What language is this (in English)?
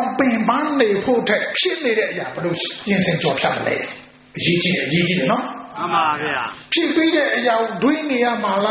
Burmese